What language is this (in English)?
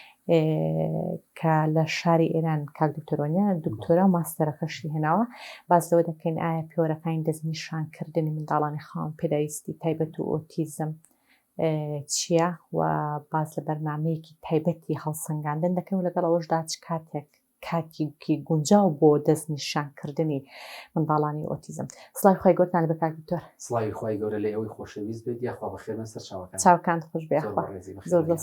Central Kurdish